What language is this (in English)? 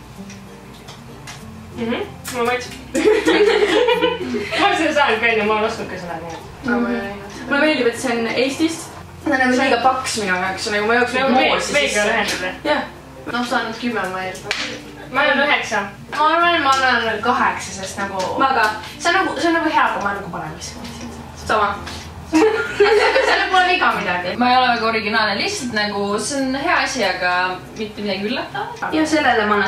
Estonian